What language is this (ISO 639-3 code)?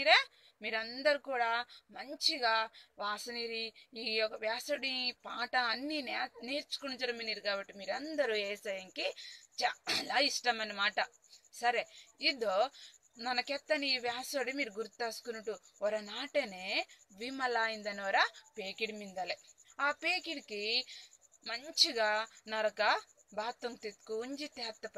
kff